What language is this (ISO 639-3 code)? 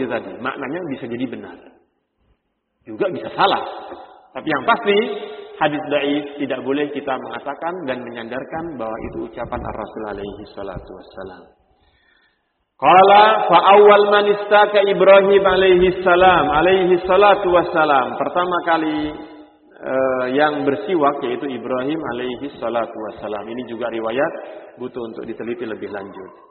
ind